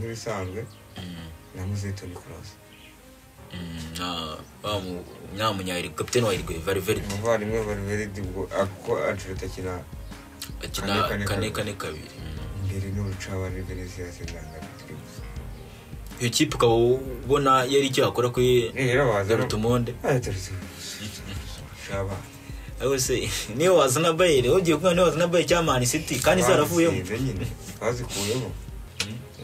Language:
Kinyarwanda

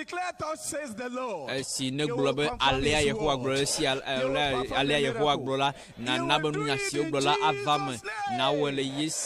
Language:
Ewe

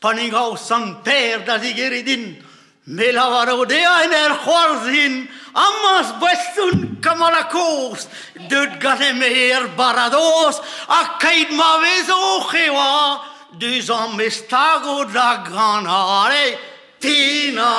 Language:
Breton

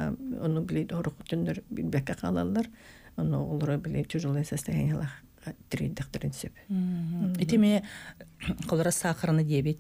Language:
Yakut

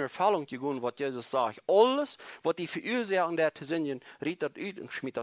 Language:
Plautdietsch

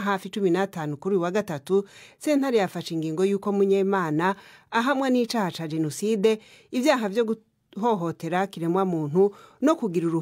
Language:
Rundi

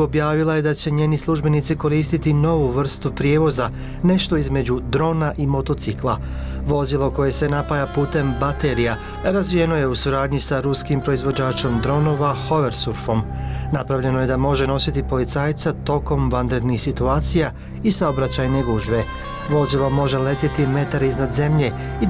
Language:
Bosnian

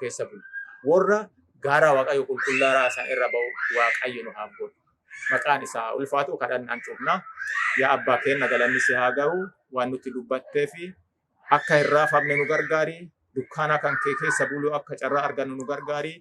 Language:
Oromo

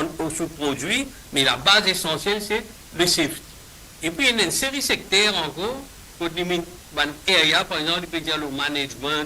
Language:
Morisyen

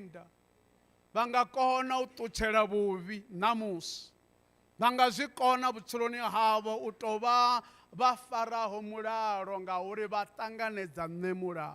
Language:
Venda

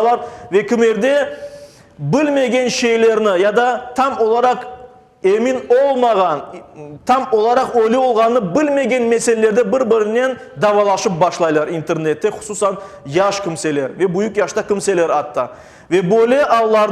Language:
Crimean Tatar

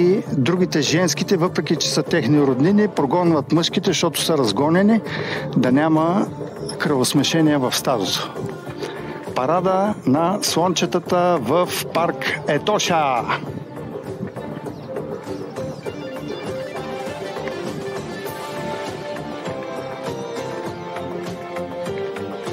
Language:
Bulgarian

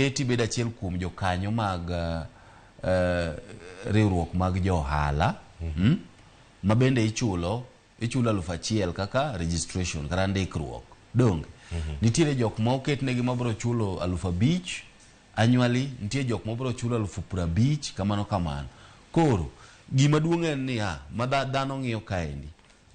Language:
Luo (Kenya and Tanzania)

